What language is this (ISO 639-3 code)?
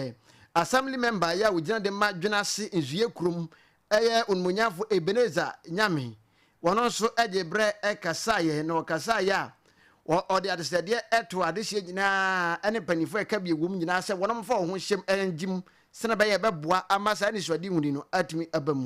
aka